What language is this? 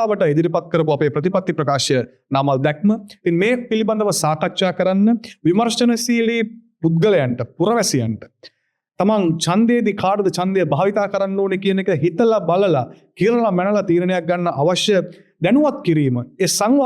Sinhala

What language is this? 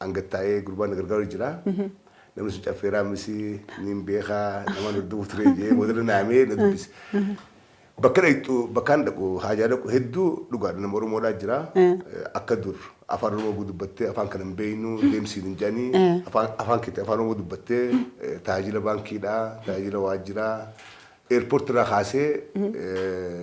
Oromo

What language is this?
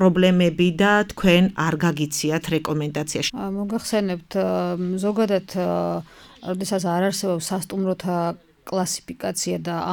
Georgian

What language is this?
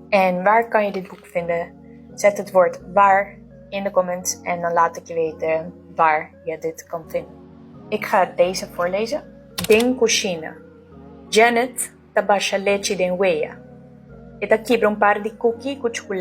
Papiamento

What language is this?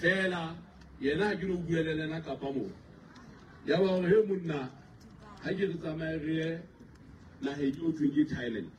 Southern Sotho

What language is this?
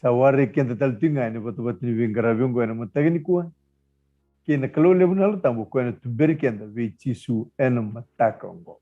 Fijian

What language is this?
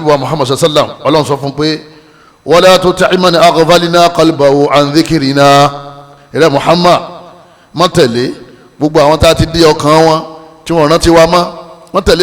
Yoruba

